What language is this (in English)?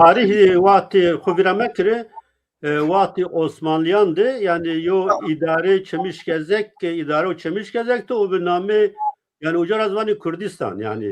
Zaza